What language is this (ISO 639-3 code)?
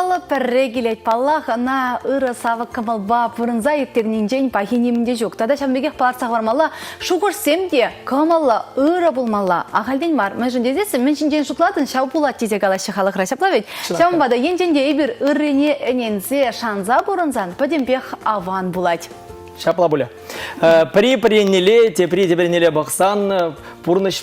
chv